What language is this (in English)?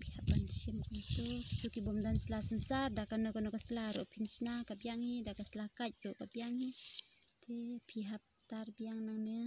Khasi